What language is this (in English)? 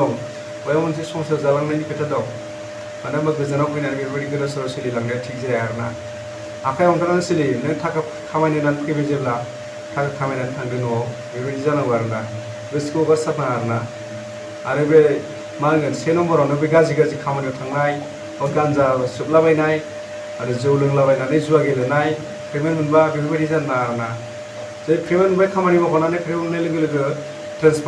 Bodo